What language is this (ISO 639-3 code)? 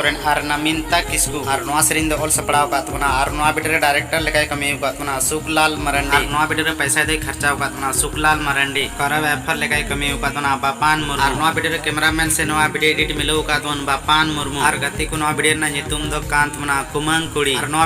sat